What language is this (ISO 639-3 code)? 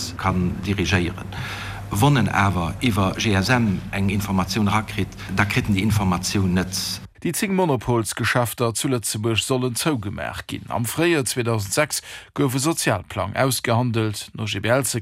ltz